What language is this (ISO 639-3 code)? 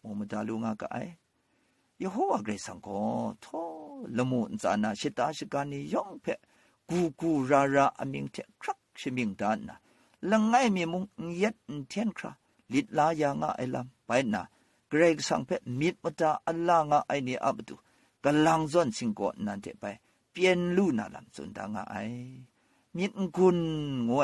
kac